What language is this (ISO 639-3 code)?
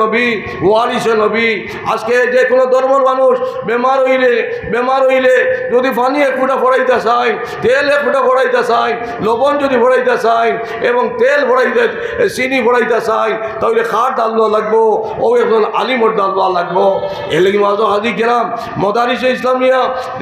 syl